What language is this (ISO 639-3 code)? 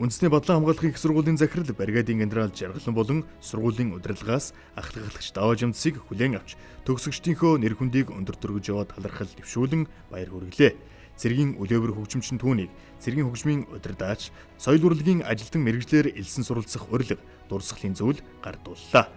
mon